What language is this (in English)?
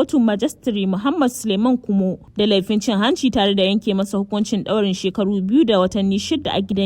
Hausa